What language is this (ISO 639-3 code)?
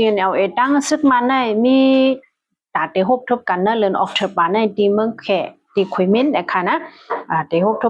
shn